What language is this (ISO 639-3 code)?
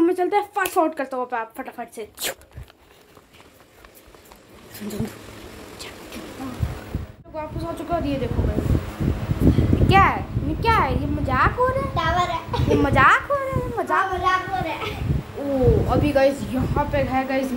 hin